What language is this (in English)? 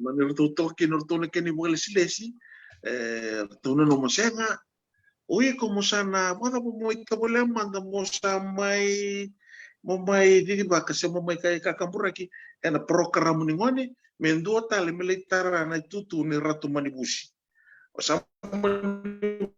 Fijian